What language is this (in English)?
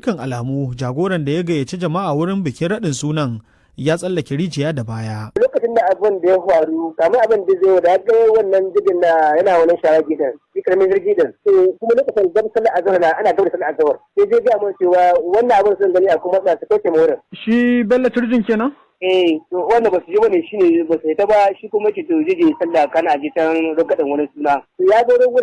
Hausa